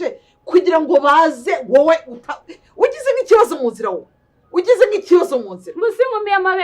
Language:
Kinyarwanda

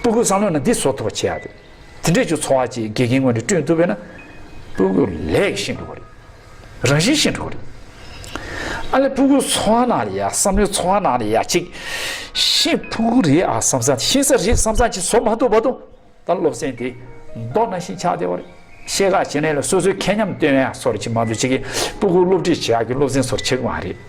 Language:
Tibetan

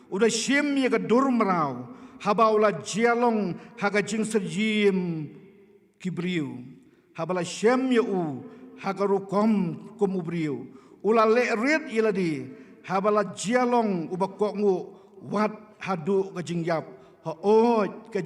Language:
Khasi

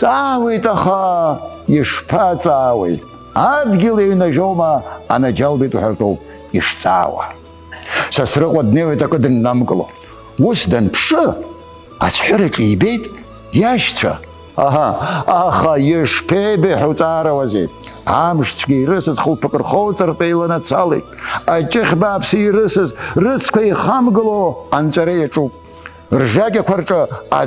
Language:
Abkhazian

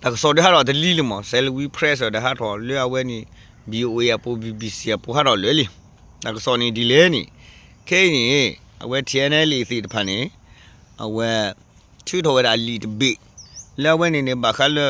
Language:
S'gaw Karen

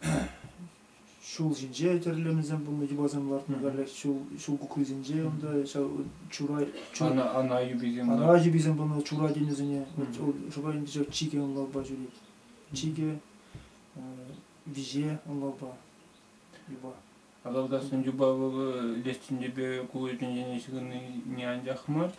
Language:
Chuvash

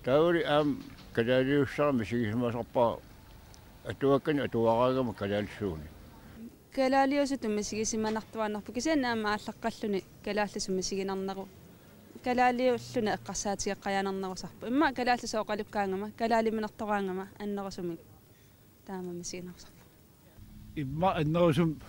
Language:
Kalaallisut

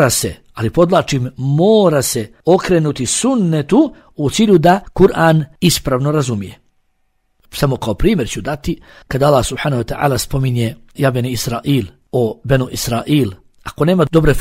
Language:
Bosnian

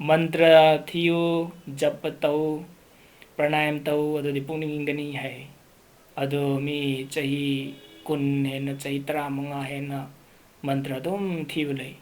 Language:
Manipuri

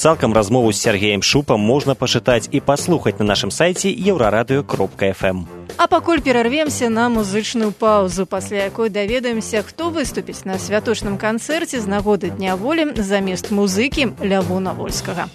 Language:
Belarusian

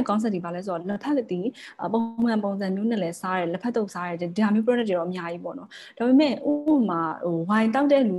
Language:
Burmese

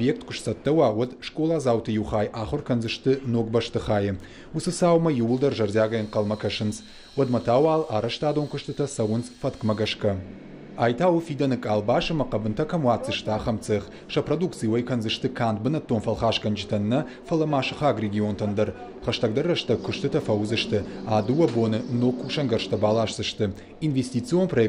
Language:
Ossetic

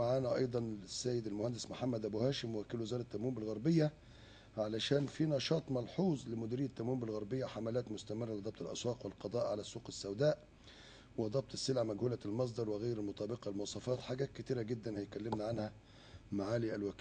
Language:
Egyptian Arabic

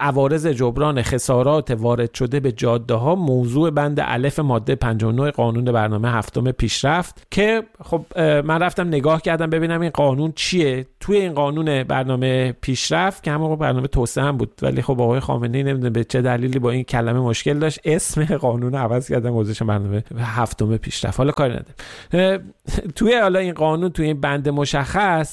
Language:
Persian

